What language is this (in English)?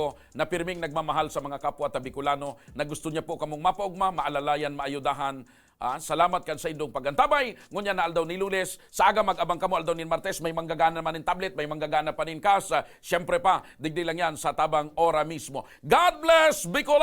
Bikol